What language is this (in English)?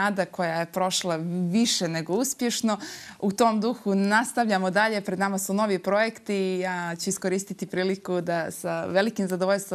Bosnian